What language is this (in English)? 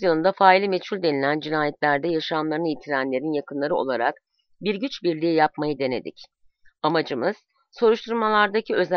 Turkish